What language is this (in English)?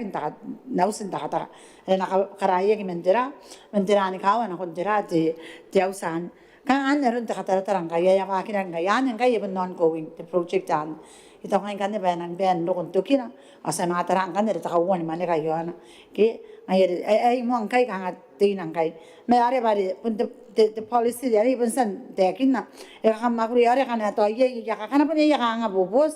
Gilbertese